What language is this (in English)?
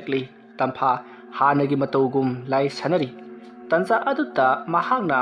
Manipuri